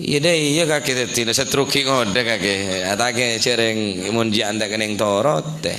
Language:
Madurese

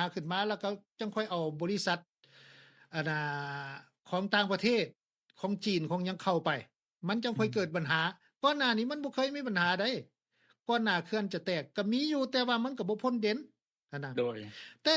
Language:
Lao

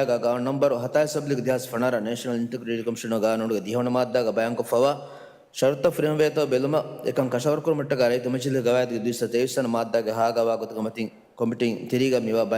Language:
Divehi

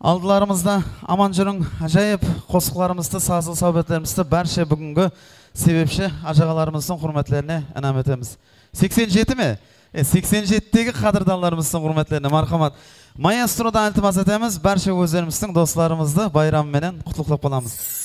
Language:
Kara-Kalpak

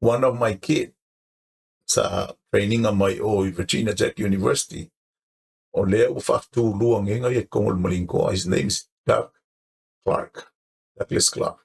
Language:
Samoan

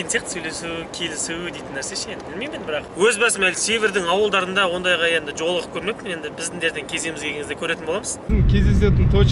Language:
Kazakh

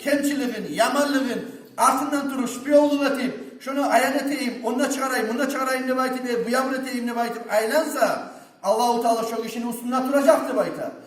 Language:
Kumyk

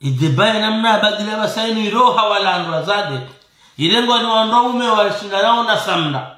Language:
Ngazidja Comorian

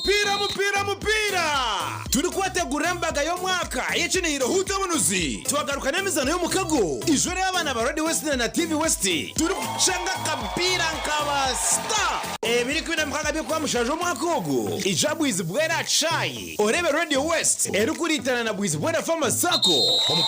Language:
Nyankole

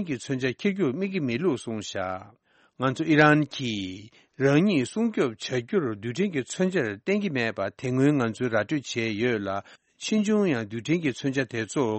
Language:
Tibetan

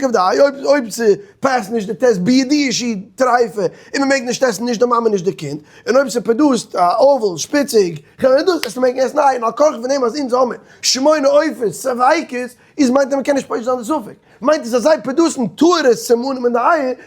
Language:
Yiddish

